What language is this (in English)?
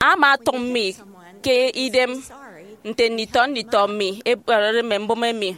Efik